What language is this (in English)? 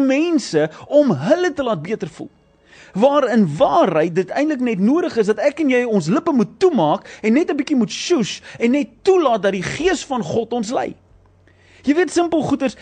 Afrikaans